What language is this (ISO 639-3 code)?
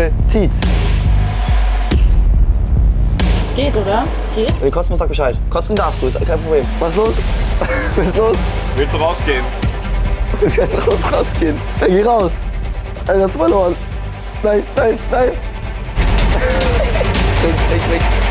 deu